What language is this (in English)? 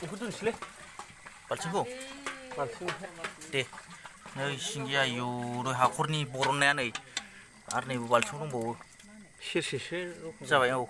Bodo